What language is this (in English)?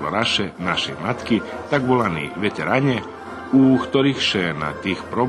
Rusyn